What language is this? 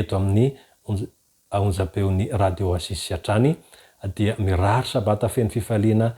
Malagasy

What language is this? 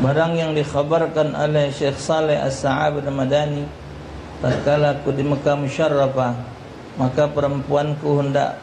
Musi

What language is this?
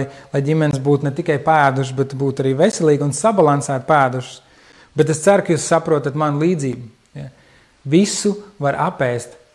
Latvian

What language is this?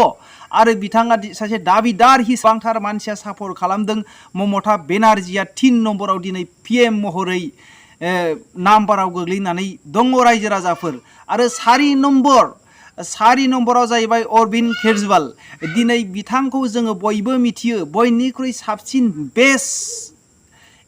Bodo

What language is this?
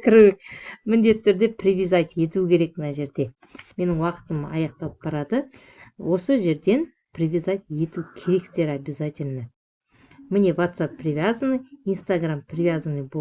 Kazakh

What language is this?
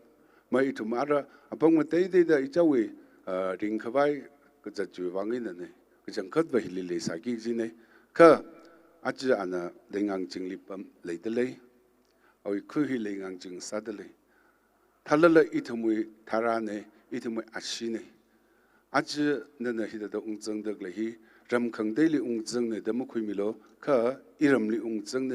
Tangkhul Naga (India)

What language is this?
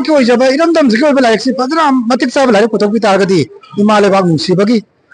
Manipuri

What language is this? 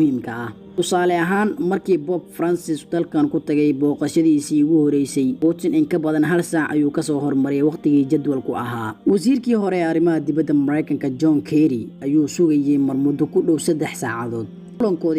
Somali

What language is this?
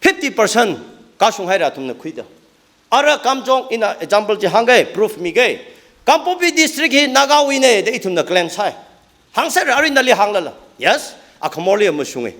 Tangkhul Naga (India)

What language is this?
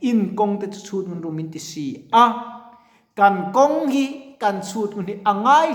Mizo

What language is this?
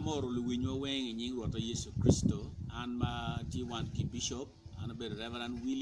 Acoli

